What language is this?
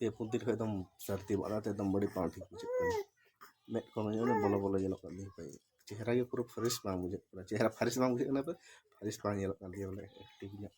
Santali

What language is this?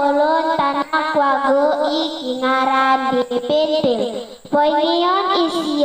Central Dusun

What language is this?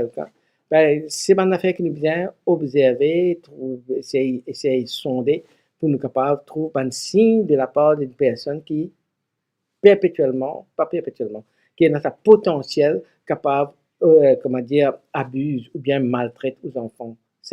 Morisyen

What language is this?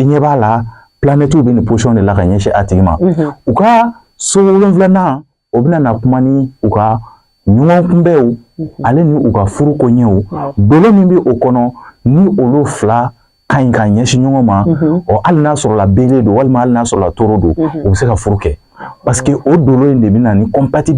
Bambara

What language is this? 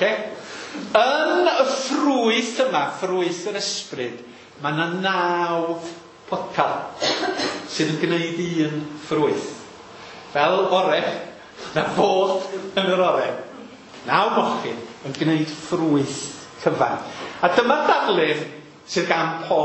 Welsh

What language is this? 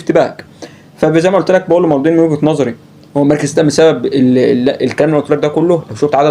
Egyptian Arabic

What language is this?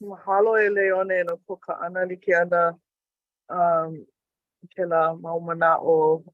Hawaiian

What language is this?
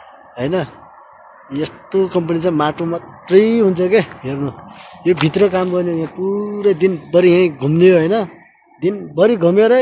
Nepali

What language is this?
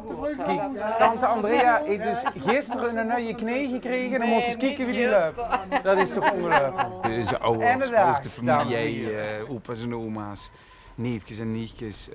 Limburgish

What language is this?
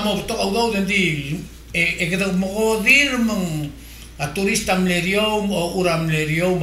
Palauan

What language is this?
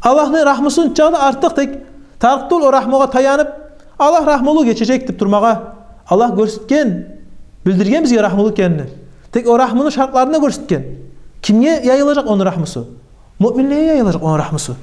Kumyk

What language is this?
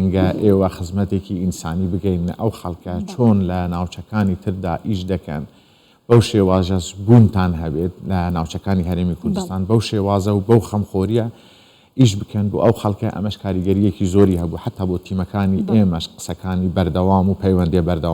Central Kurdish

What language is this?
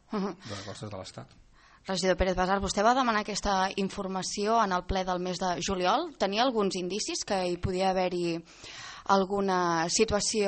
Catalan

